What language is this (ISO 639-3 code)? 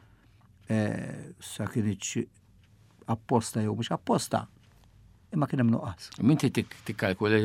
mlt